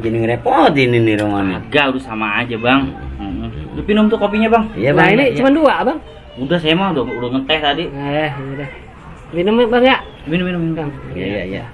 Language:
Betawi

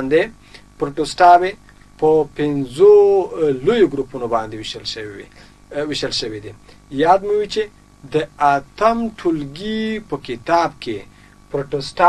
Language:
Pashto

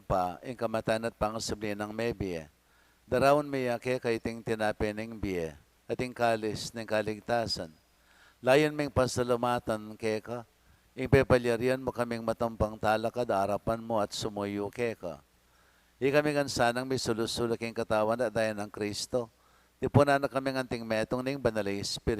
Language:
Pampanga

